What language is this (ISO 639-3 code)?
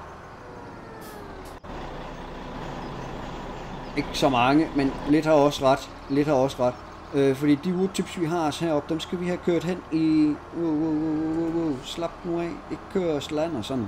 dan